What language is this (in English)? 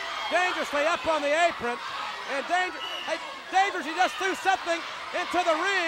English